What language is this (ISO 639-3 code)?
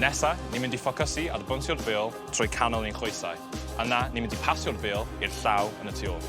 cym